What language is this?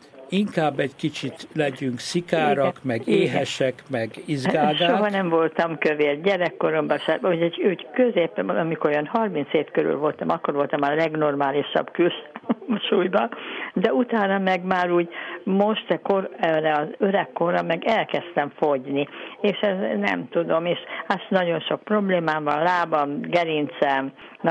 Hungarian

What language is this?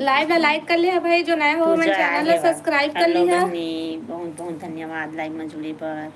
Chhattisgarhi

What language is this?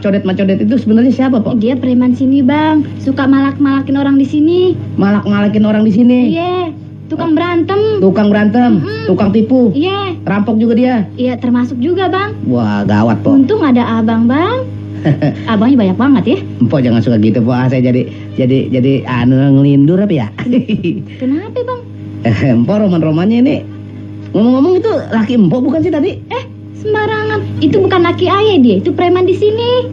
Betawi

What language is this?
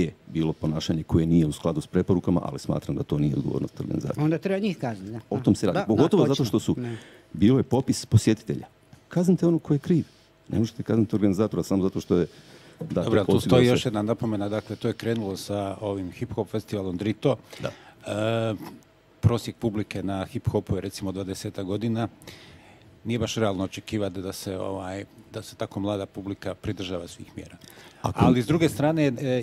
Croatian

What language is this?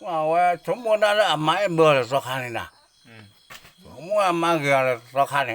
S'gaw Karen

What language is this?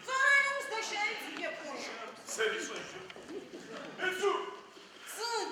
Adyghe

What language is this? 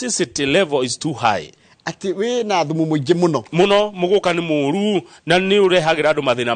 Kikuyu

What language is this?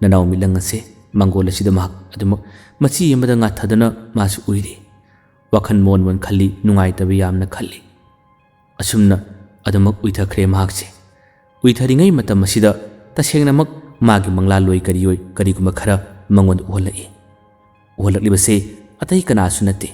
Manipuri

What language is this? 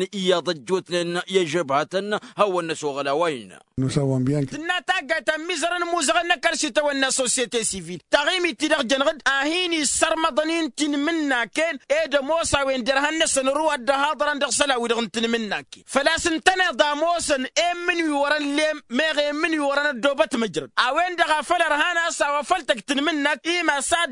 Tamasheq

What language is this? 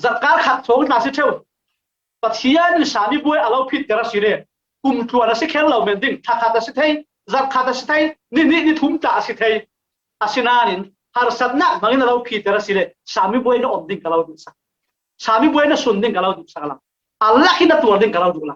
Falam Chin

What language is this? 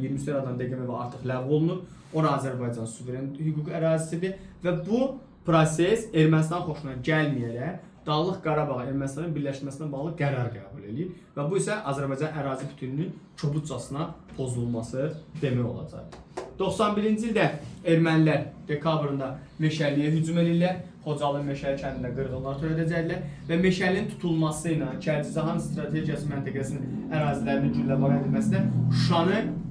Azerbaijani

